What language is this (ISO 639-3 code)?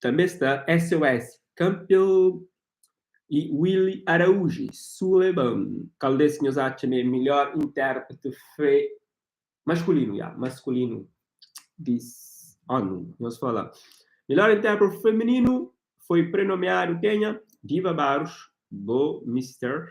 kea